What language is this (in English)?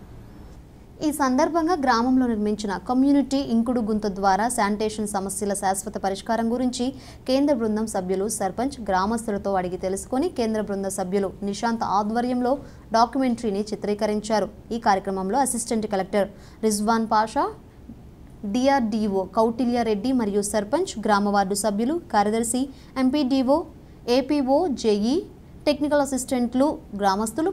Telugu